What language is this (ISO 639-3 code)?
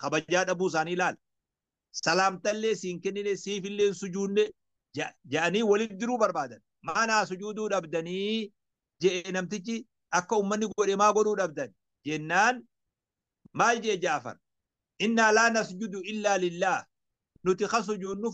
orm